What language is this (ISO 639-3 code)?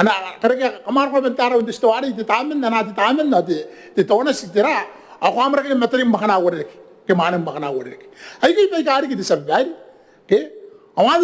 gil